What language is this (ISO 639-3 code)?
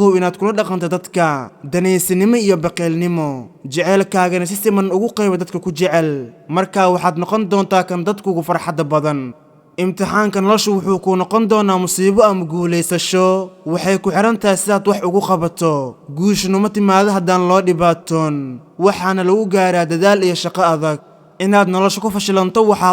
som